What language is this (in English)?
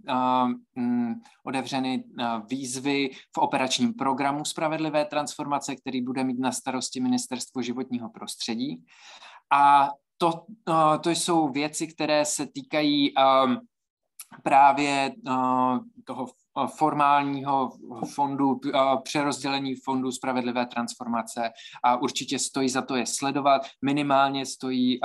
Czech